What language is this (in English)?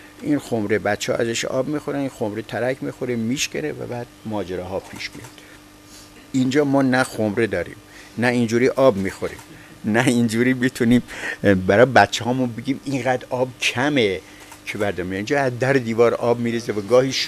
Persian